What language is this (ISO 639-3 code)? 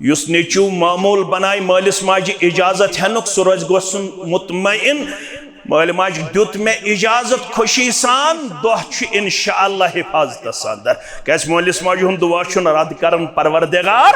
kas